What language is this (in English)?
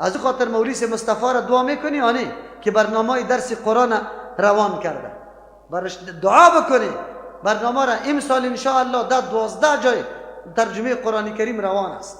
Persian